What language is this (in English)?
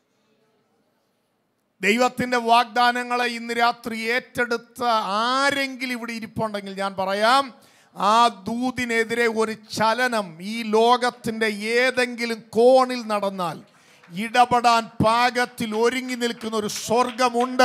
Malayalam